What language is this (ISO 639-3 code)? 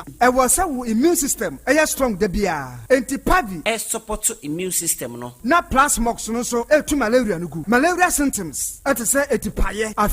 aka